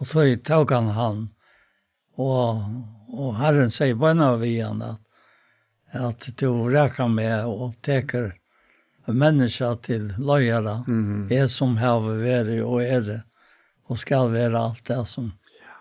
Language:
Faroese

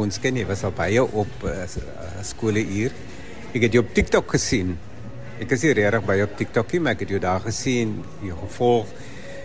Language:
Afrikaans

